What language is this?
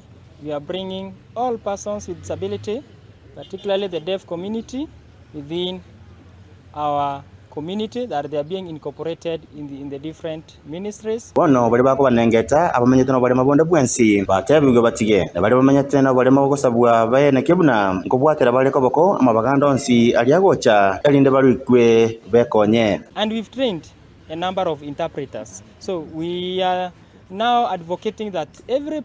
Gusii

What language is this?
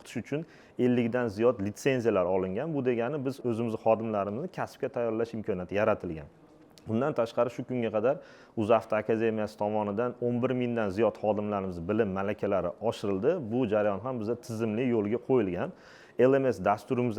Uzbek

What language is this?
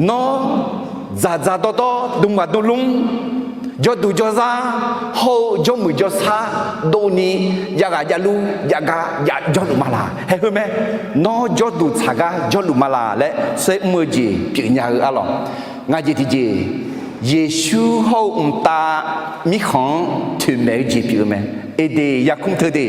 Akha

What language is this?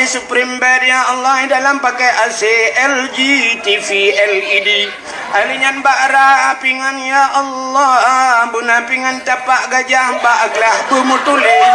Achinese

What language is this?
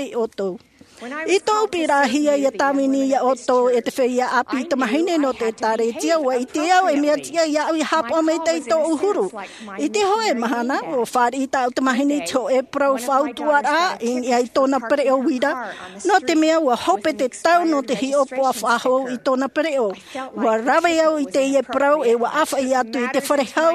Tahitian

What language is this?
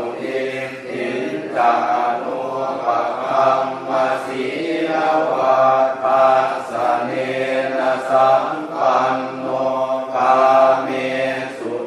Pali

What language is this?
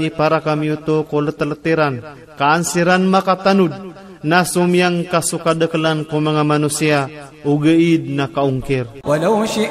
Maranao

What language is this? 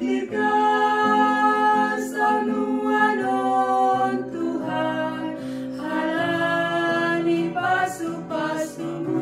Batak Simalungun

